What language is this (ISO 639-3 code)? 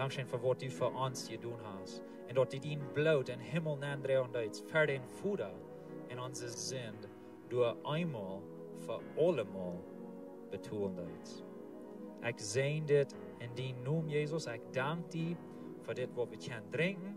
pdt